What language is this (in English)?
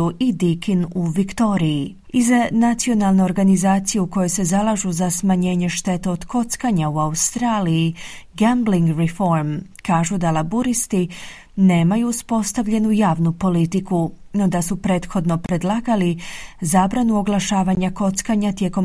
Croatian